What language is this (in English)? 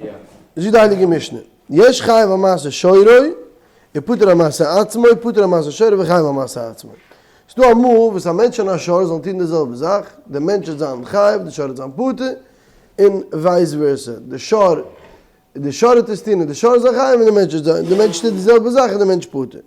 Yiddish